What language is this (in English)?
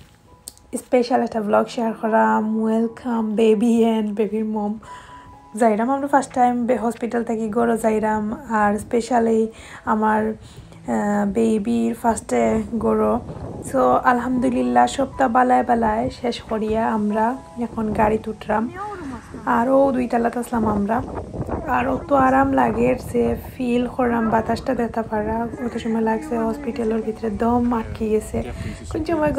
Sylheti